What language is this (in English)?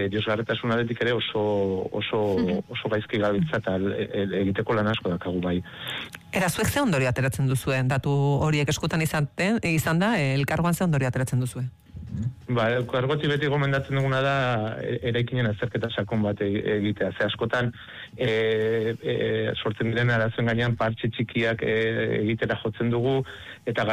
Basque